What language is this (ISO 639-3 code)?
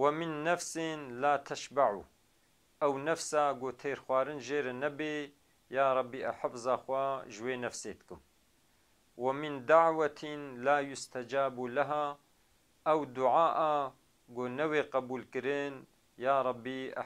kur